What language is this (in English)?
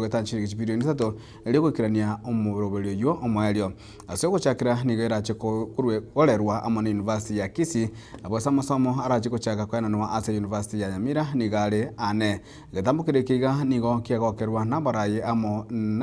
Gusii